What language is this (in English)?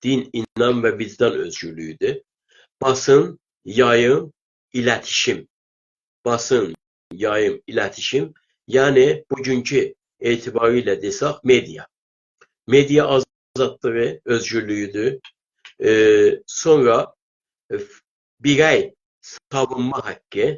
South Azerbaijani